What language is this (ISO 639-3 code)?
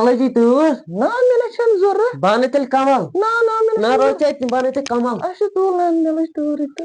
kas